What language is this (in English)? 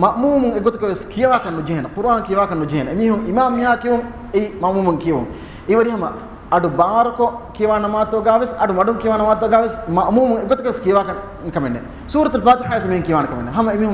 Divehi